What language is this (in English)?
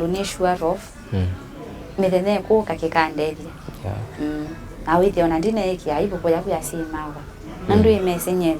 Kamba